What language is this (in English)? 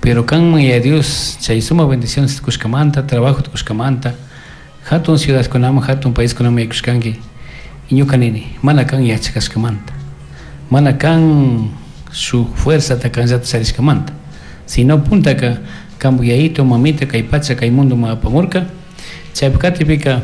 Chimborazo Highland Quichua